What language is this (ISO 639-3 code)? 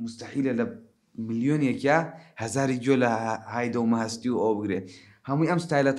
ckb